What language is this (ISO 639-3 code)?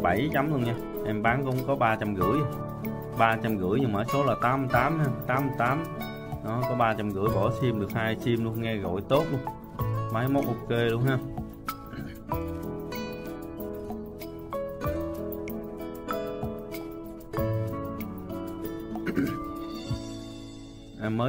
vie